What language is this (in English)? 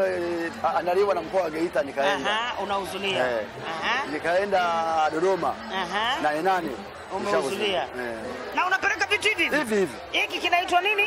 Swahili